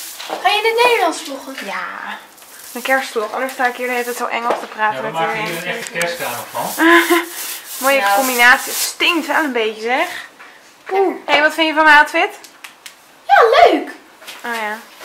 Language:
Dutch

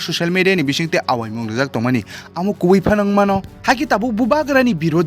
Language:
Kok Borok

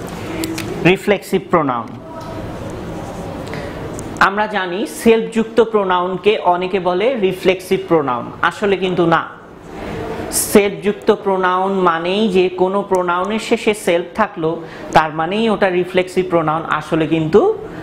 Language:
Bangla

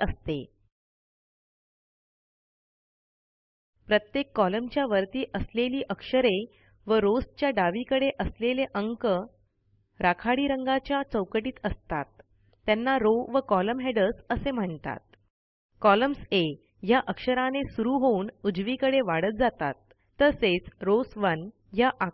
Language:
Marathi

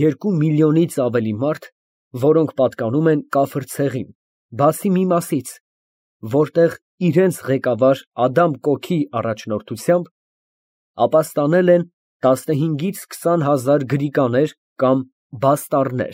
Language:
Armenian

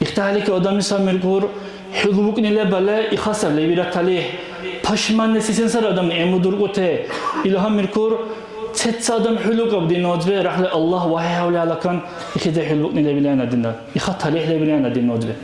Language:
Dargwa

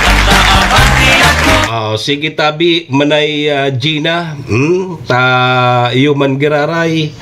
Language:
Bikol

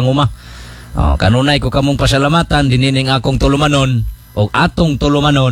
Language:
Cebuano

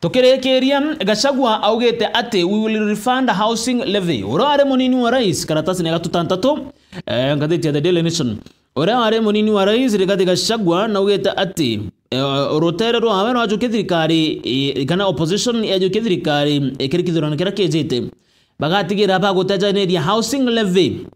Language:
Meru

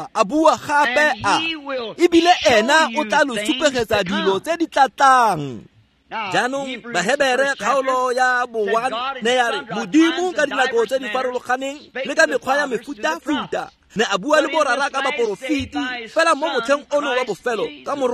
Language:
Tswana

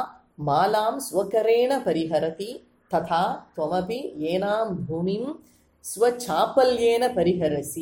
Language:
Sanskrit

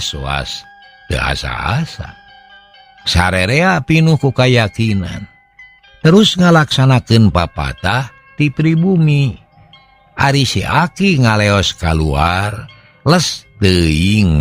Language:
Sundanese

